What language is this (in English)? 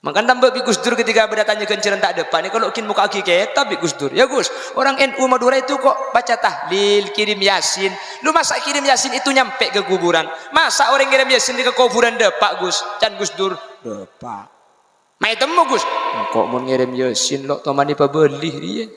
Madurese